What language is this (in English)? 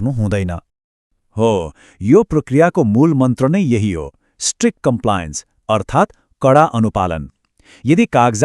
Nepali